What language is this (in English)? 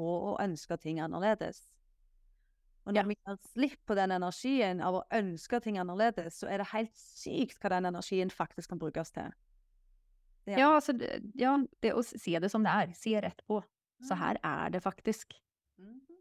Norwegian